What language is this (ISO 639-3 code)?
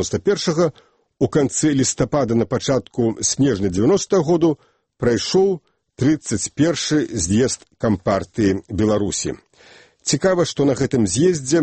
bel